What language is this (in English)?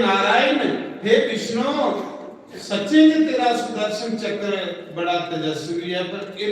Dogri